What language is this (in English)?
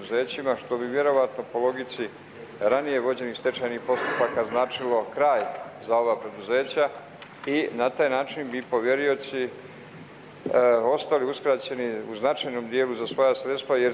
Bosnian